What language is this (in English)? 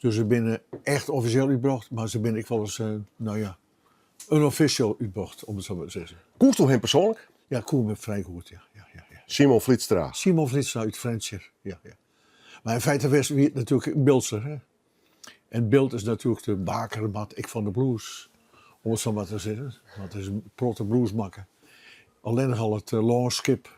Western Frisian